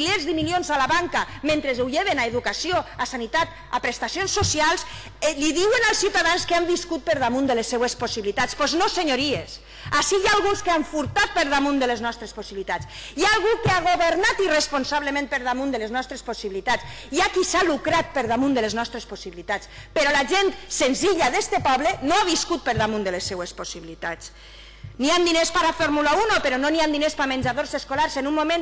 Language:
Catalan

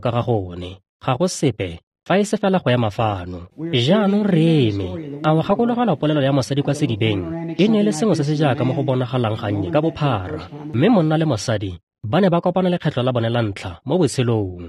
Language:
Tswana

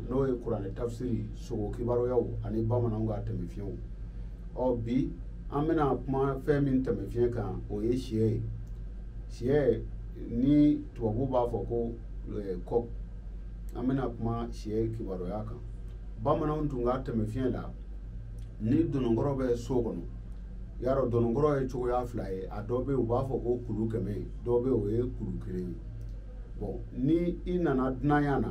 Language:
Bambara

